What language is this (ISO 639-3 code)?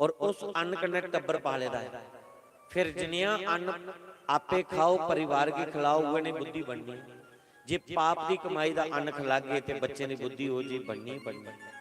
doi